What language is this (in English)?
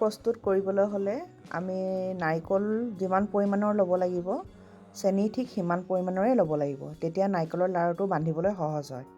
Assamese